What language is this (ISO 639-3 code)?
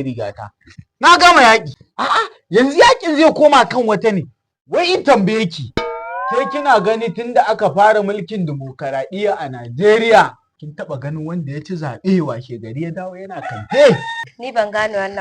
hau